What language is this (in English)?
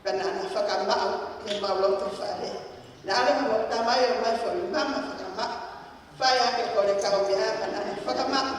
Tongan